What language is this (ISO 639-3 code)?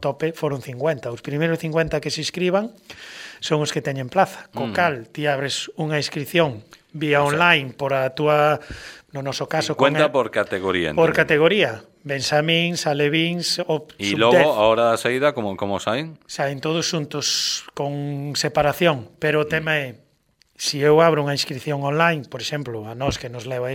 glg